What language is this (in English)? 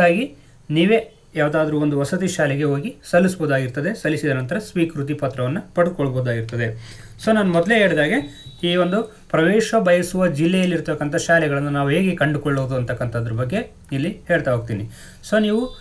Kannada